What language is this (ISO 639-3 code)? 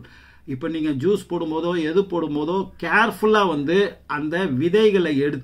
tam